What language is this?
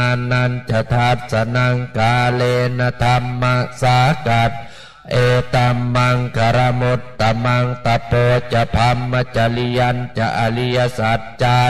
Pali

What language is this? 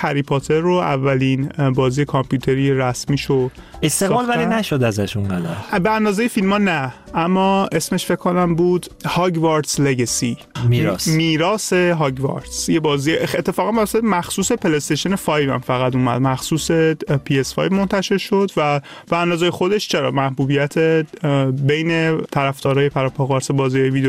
Persian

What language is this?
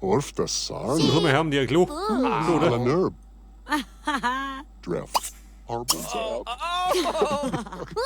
Bavarian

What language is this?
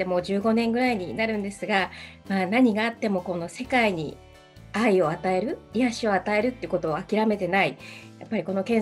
Japanese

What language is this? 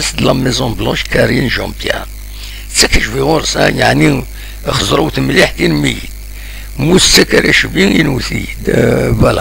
Kabyle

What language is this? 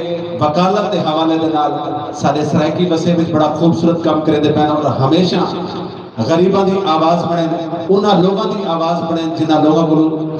Saraiki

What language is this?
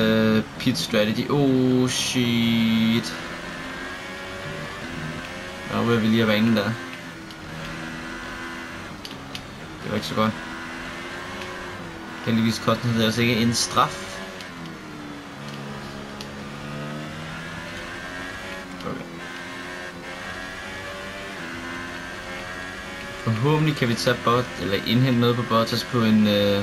Danish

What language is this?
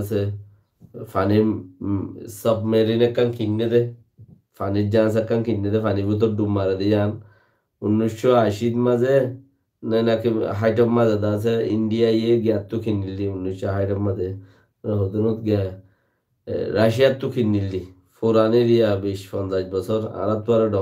Rohingya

